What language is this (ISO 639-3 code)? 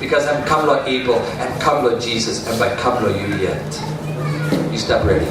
tpi